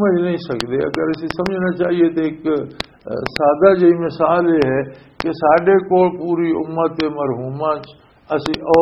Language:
Western Panjabi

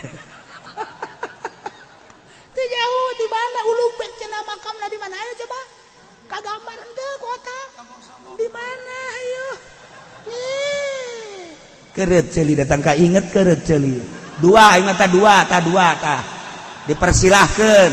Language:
Sundanese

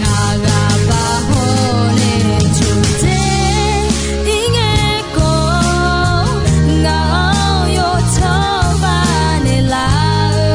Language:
Akha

